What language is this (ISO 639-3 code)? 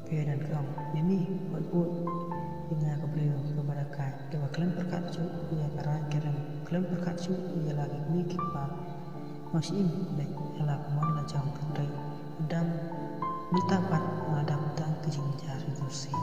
kha